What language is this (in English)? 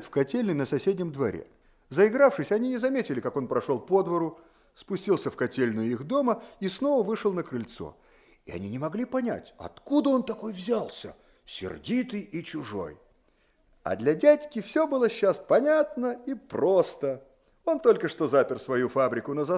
Russian